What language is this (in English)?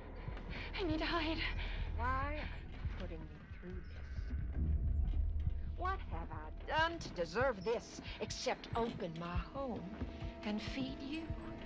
English